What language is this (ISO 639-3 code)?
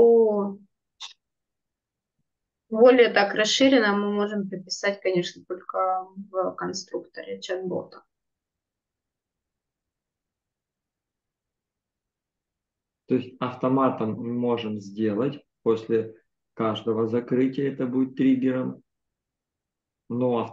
rus